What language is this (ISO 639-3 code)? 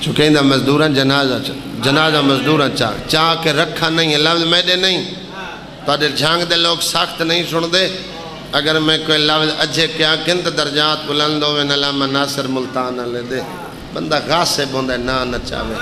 skr